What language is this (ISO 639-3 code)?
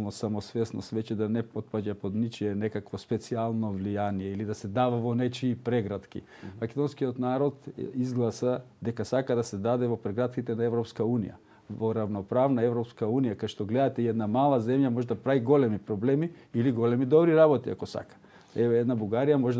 mkd